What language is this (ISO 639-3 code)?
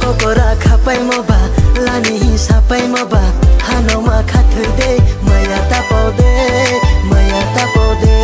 trp